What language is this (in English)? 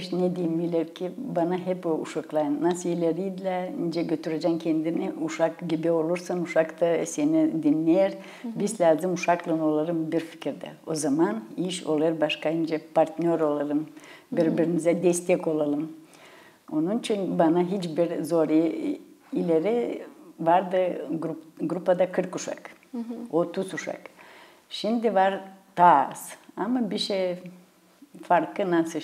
Gagauz